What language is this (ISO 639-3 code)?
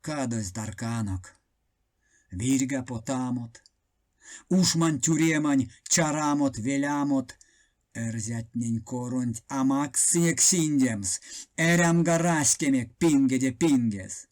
myv